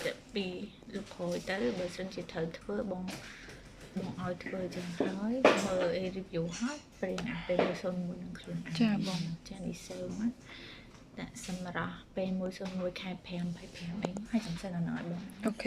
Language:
Khmer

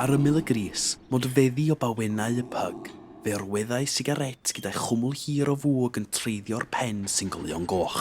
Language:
Welsh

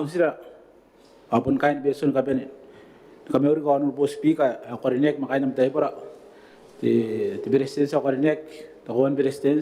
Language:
Gilbertese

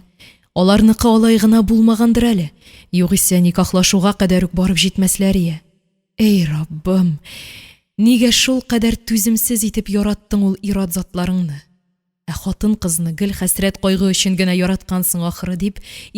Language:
Tatar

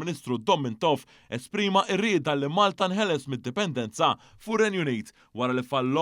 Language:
Maltese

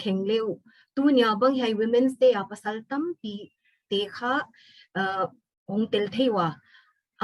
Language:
Paite Chin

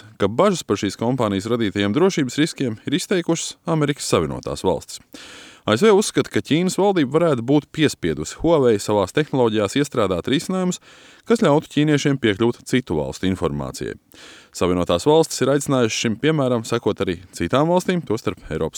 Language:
Latvian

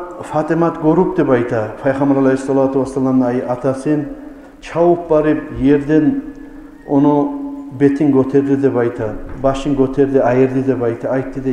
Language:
Kumyk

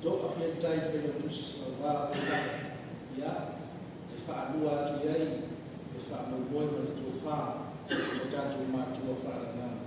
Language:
Samoan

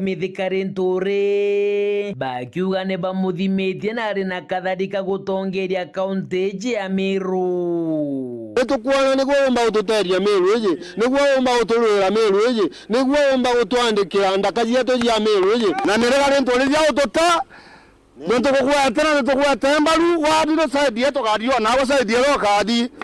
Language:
Meru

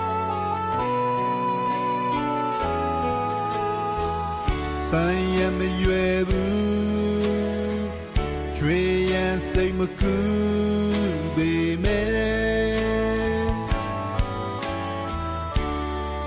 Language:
Burmese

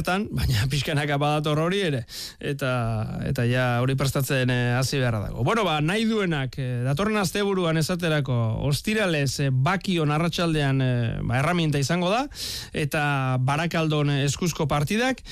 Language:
Basque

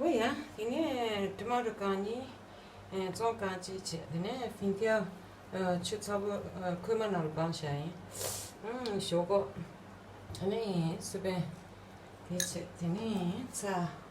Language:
Tibetan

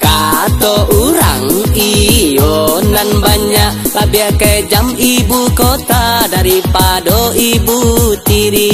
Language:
Minangkabau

